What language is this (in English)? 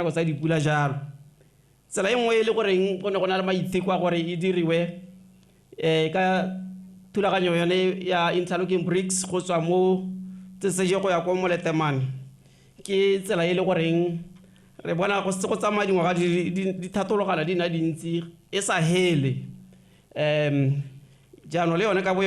Tswana